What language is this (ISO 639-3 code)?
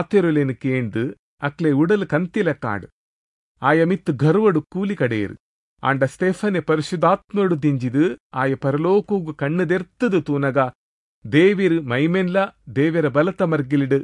tcy